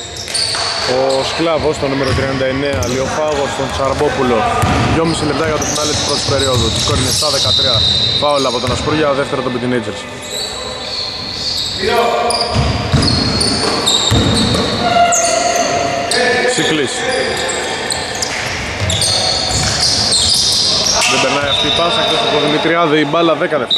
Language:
Greek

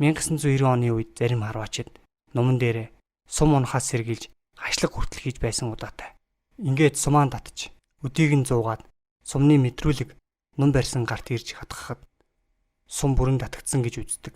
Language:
Mongolian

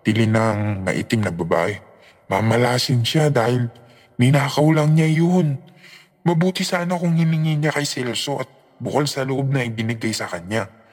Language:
Filipino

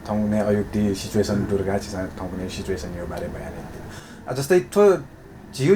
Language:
Newari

